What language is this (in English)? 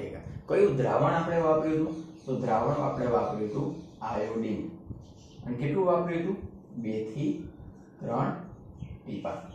Gujarati